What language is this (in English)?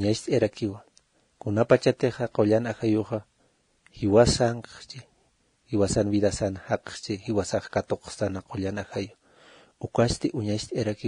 Aymara